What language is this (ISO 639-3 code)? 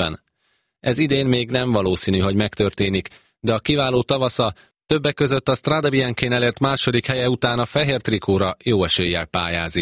hun